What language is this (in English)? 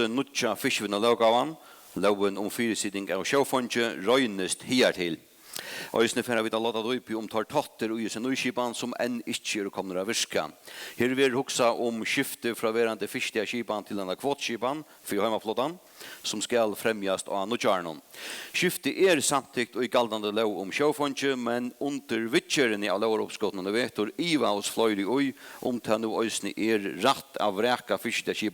Faroese